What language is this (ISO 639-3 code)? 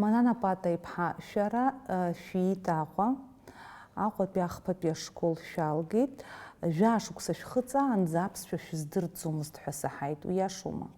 abk